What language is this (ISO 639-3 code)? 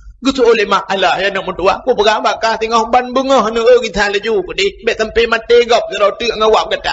ace